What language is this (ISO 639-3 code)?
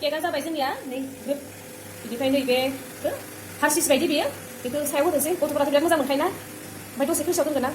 brx